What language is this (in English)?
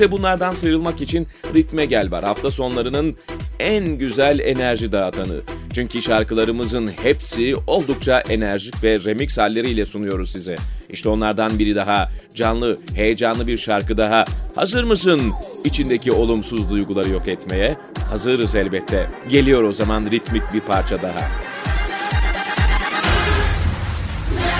Turkish